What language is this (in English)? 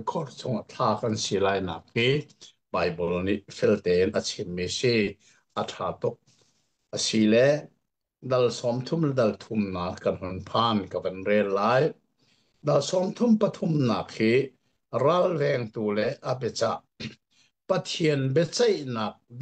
Hakha Chin